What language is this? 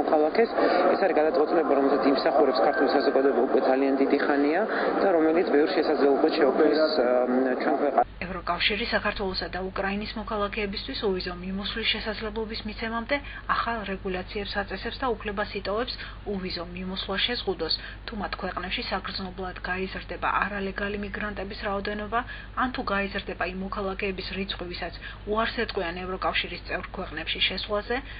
Georgian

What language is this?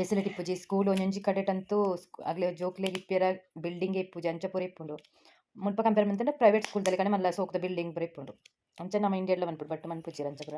Tulu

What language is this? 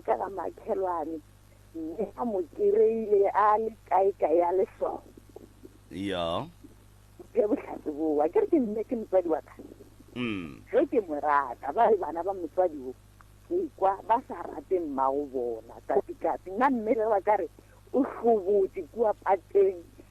Northern Sotho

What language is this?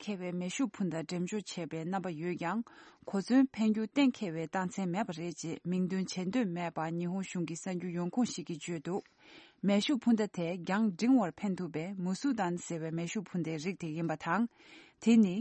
Tibetan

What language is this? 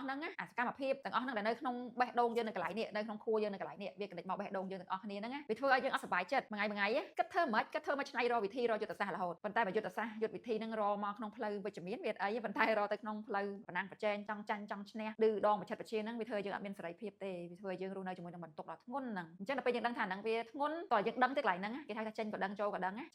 Khmer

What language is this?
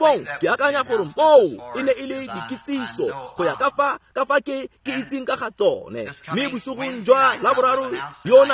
Tswana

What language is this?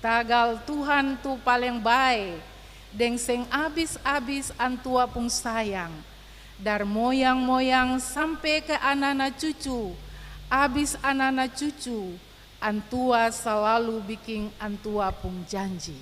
Ambonese Malay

